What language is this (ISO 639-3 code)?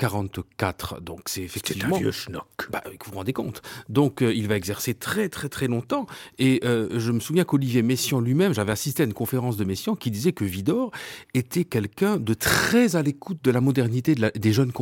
fra